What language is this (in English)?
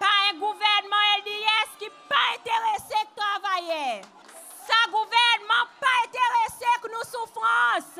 Seselwa Creole French